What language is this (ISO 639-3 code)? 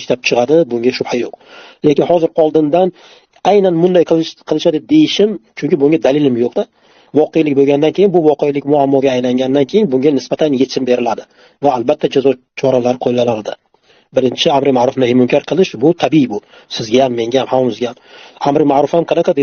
uzb